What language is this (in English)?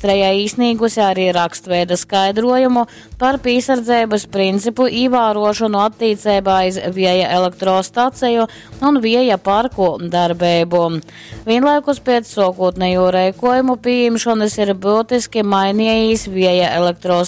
Latgalian